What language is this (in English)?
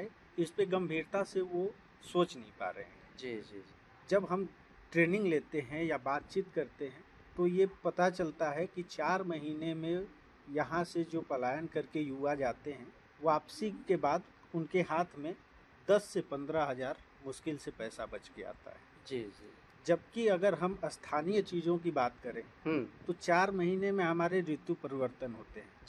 Hindi